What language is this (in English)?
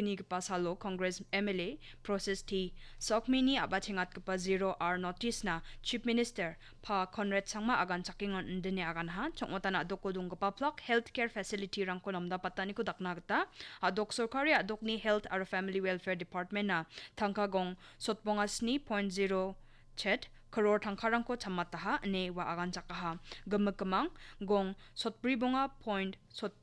Garo